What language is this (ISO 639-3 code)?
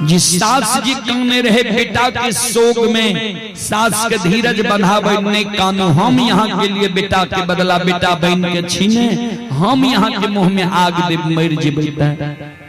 mai